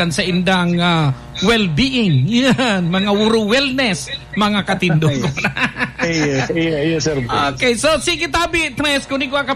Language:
Bikol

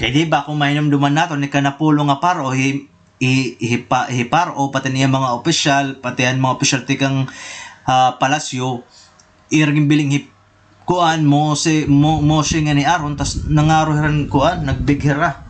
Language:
Waray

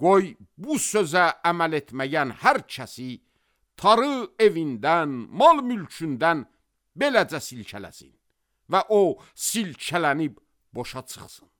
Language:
Azerbaijani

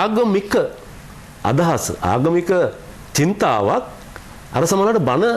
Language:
Sinhala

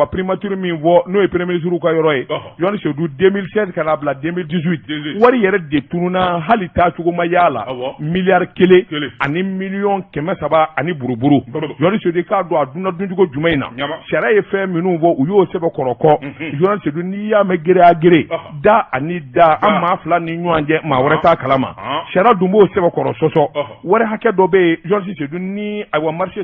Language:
Bambara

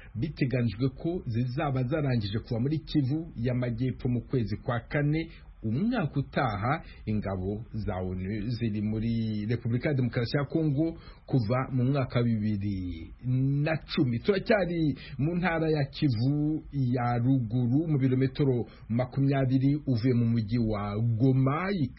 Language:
Kinyarwanda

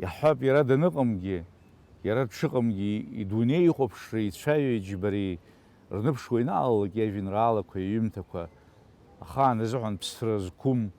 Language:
Abkhazian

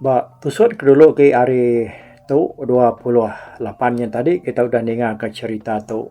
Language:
Iban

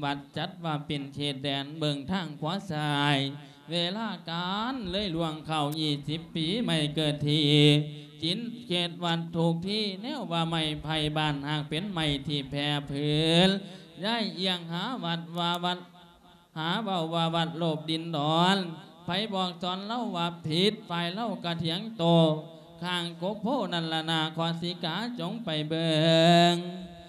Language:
Lao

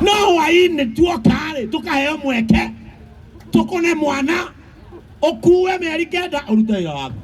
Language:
Kikuyu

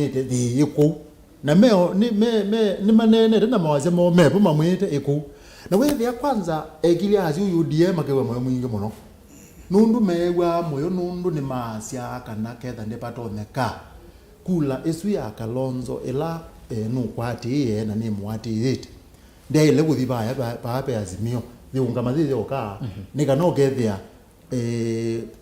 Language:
Kamba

